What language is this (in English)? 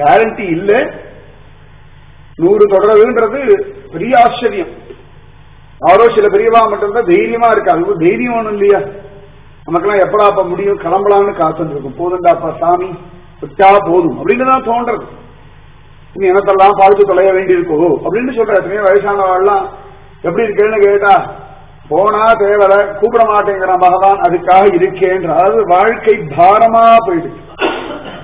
Tamil